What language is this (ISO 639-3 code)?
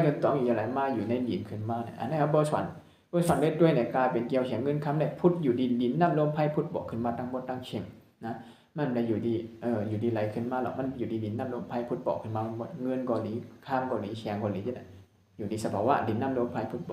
shn